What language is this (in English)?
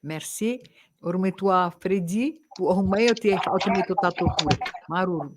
Tahitian